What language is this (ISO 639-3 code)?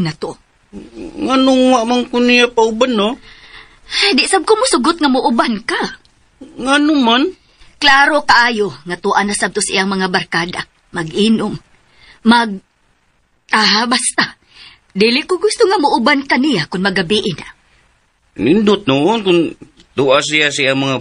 ceb